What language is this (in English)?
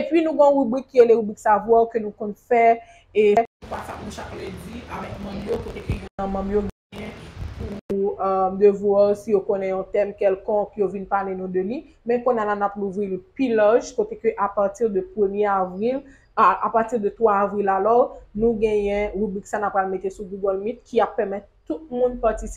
Haitian Creole